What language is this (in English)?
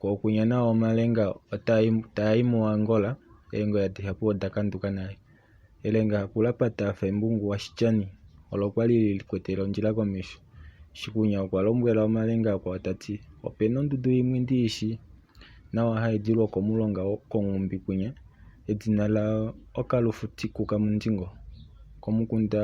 Kuanyama